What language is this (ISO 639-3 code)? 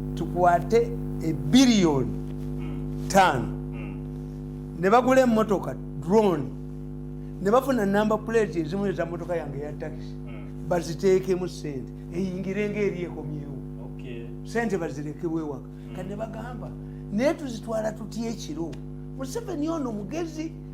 lug